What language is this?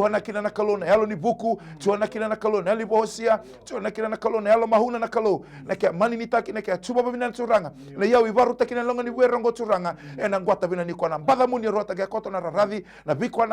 Fijian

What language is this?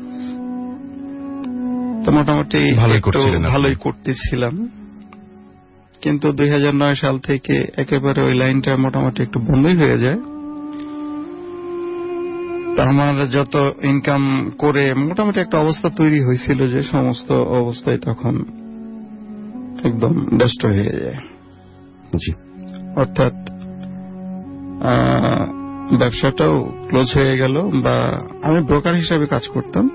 Bangla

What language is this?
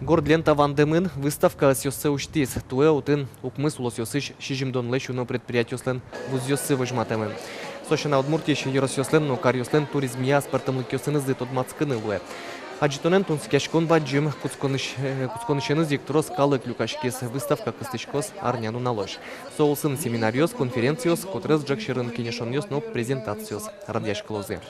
Udmurt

